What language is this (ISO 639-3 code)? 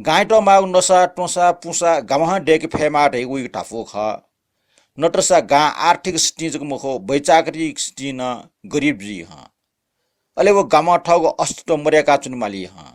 new